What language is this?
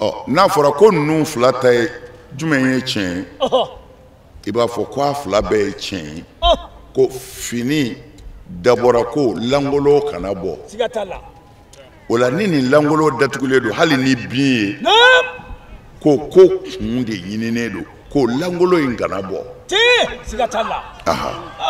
Bambara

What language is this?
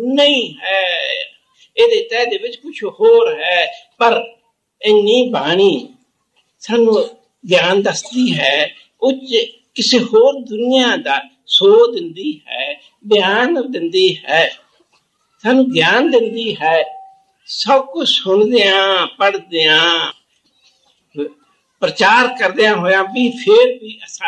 Punjabi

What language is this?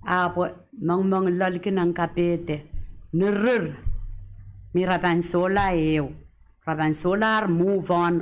Pohnpeian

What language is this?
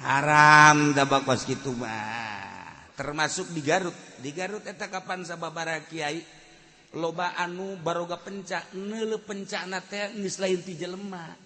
Sundanese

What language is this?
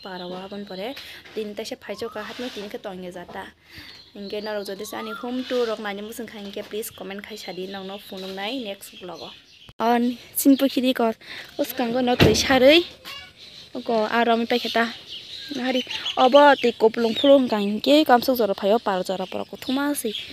Kok Borok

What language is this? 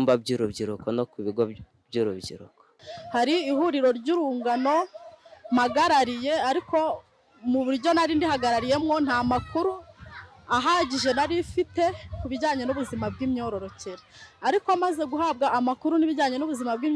Kinyarwanda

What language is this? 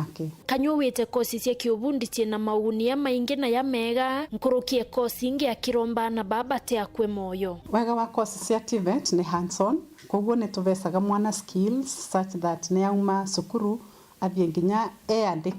Meru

